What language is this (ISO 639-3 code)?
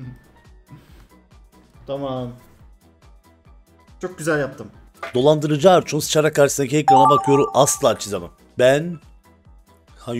tur